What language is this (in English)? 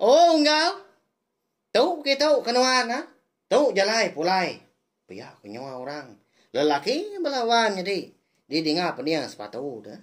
Iban